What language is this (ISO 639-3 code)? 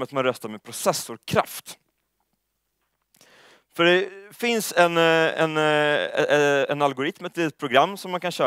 swe